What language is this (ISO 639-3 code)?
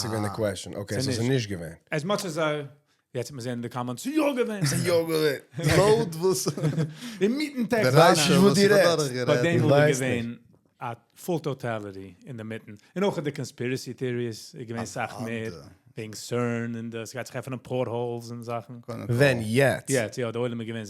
yid